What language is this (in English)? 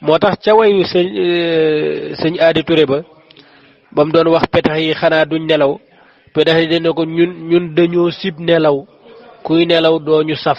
Wolof